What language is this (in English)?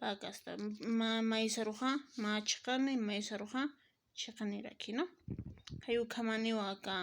Aymara